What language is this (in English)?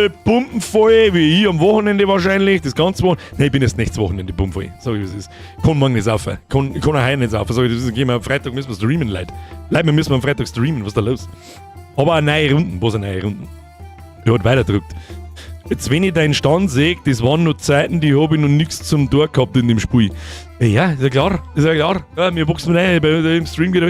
Bavarian